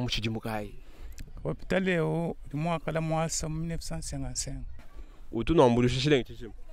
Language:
Luba-Lulua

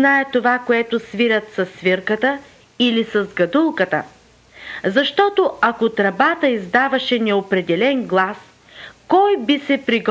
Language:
Bulgarian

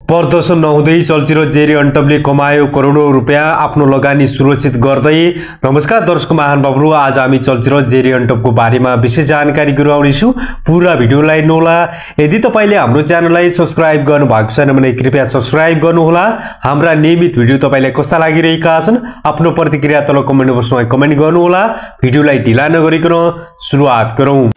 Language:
Nepali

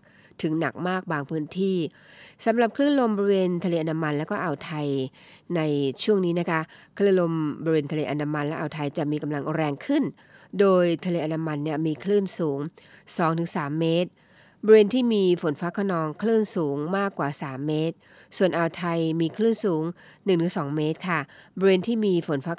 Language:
Thai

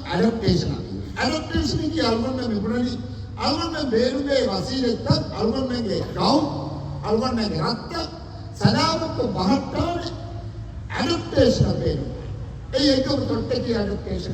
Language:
Divehi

